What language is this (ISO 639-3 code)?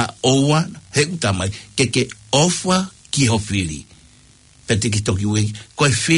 ton